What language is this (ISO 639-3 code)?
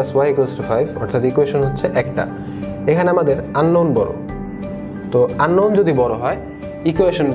ben